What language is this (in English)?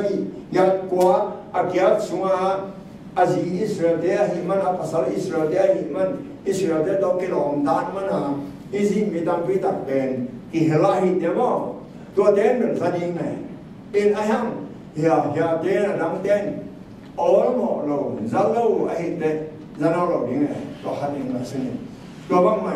Tedim Chin